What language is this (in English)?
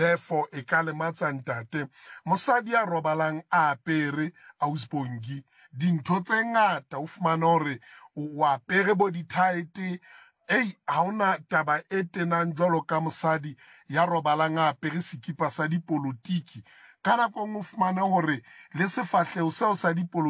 Southern Sotho